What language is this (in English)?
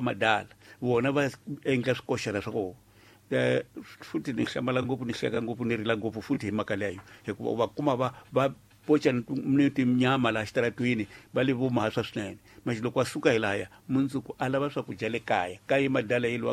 Tsonga